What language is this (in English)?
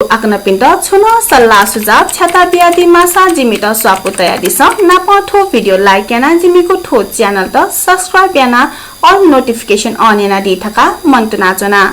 Newari